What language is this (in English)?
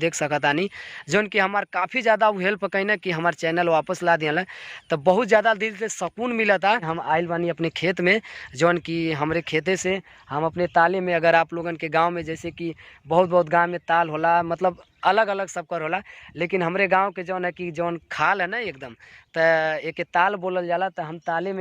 Bhojpuri